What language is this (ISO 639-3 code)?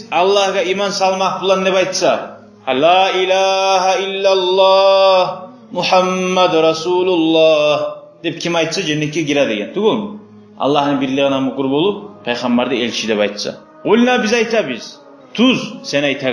kum